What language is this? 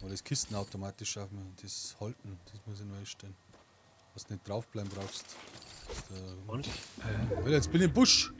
Bavarian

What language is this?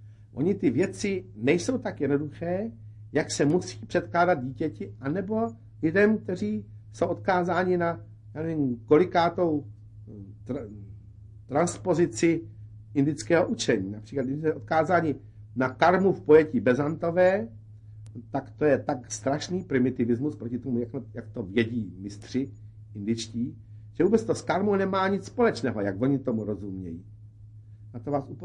Czech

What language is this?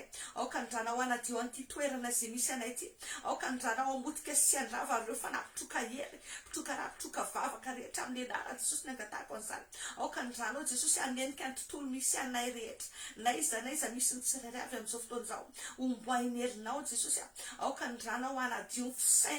Malagasy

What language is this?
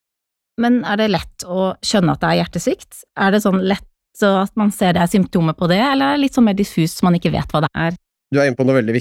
Norwegian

